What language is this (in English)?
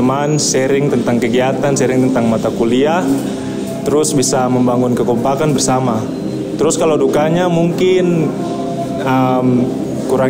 Indonesian